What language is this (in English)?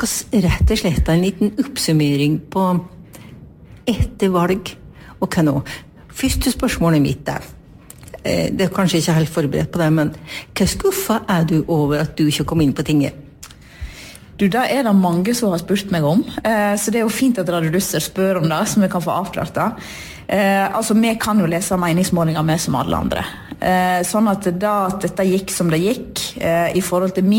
Norwegian